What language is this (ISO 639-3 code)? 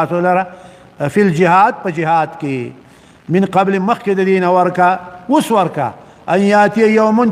pus